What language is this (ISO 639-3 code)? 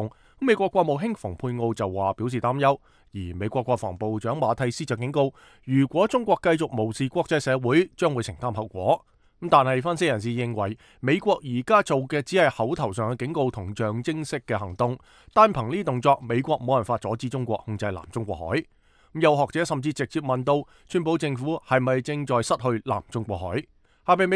yue